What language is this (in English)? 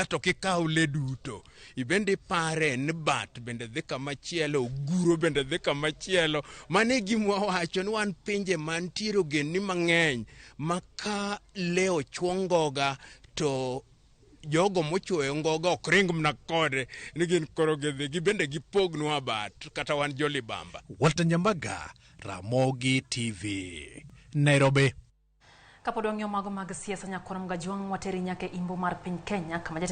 Luo (Kenya and Tanzania)